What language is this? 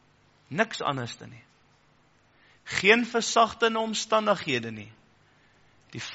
Afrikaans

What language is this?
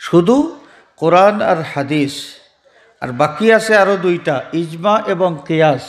Sylheti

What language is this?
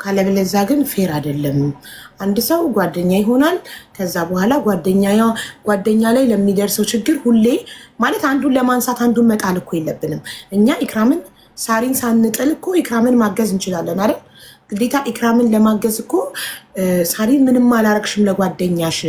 Amharic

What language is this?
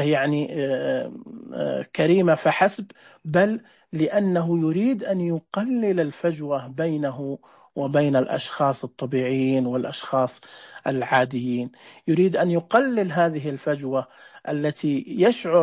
Najdi Arabic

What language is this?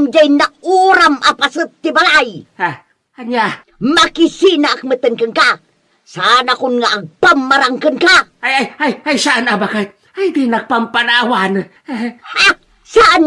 Iloko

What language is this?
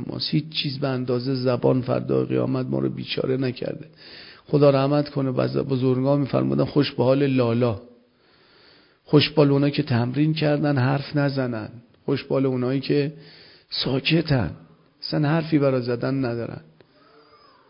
Persian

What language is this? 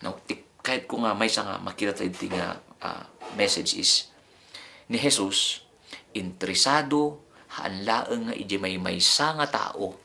Iloko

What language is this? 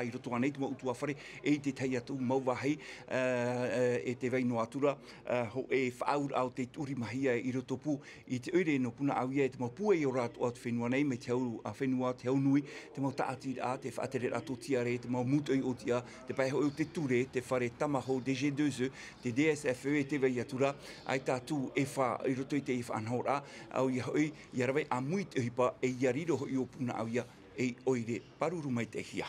Tahitian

